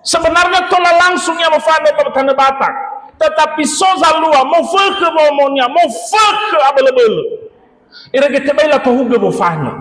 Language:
Nias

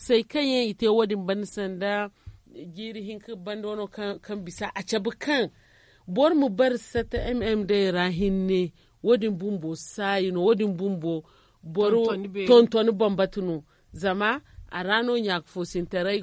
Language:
Zarma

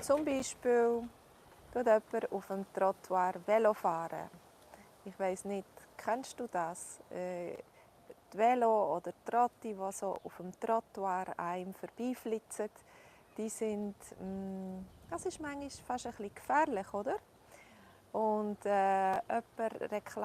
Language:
Swiss German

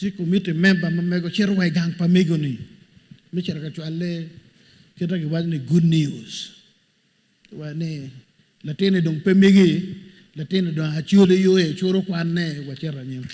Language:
Acoli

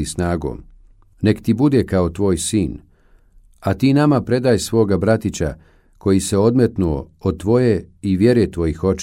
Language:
Bosnian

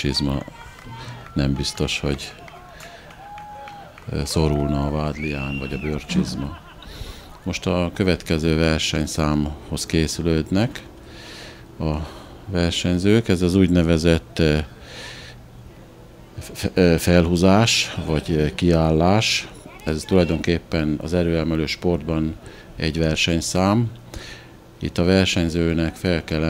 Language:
Hungarian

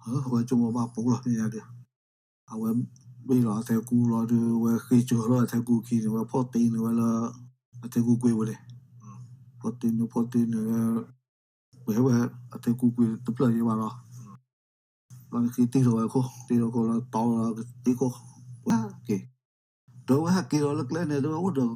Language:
S'gaw Karen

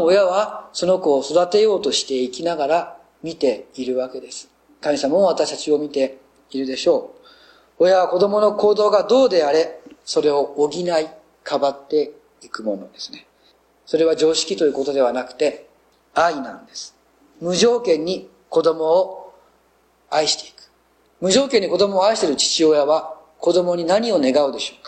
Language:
Japanese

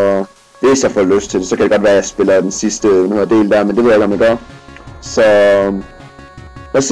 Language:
Danish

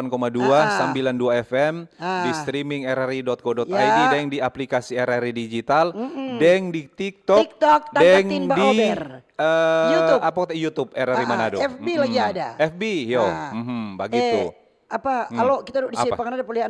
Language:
Manado Malay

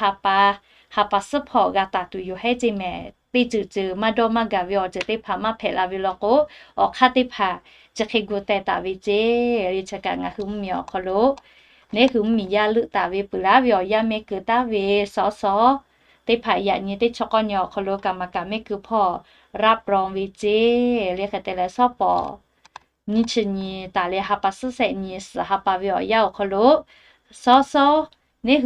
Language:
Lahu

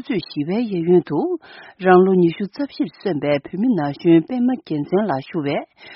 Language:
Latvian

